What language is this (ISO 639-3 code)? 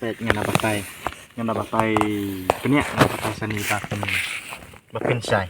kha